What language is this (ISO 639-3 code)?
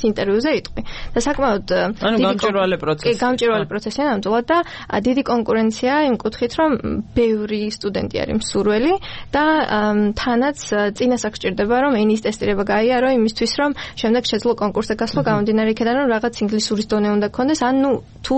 kat